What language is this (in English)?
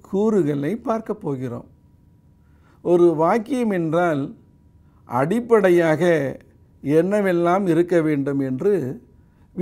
Tamil